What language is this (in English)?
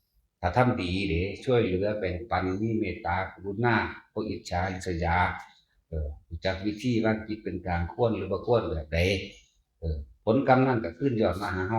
Northeastern Thai